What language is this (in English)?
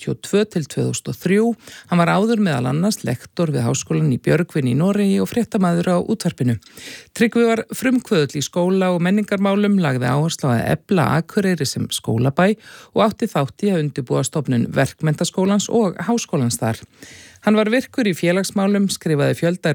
Icelandic